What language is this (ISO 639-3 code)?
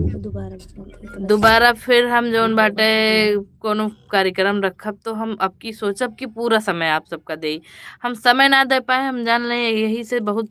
awa